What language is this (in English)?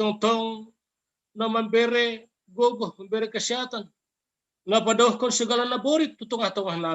Batak Simalungun